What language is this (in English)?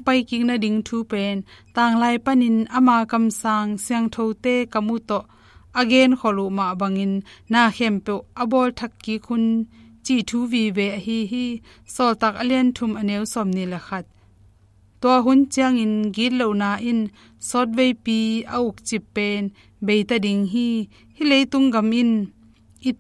Tedim Chin